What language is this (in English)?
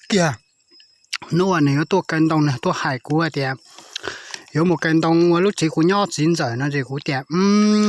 Hmong